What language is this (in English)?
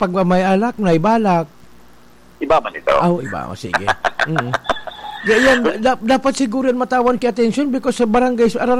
Bikol